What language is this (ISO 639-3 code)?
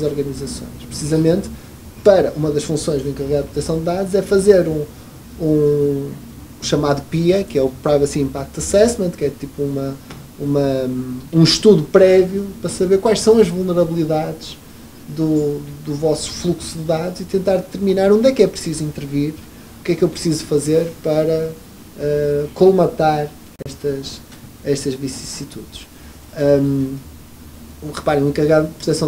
por